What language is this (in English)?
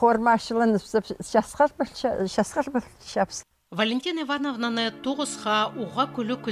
Khakas